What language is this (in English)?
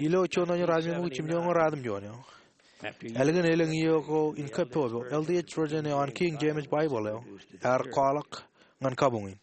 Marshallese